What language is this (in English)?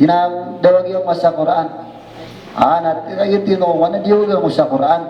Maranao